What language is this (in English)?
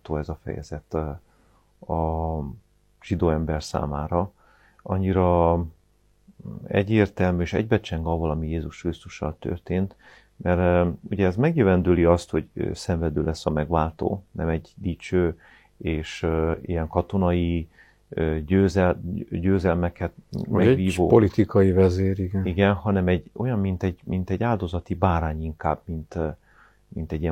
Hungarian